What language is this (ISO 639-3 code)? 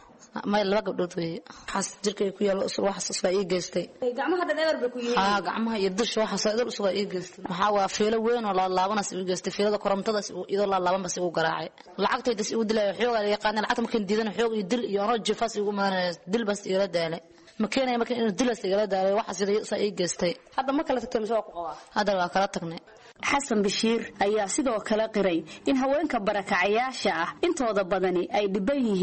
som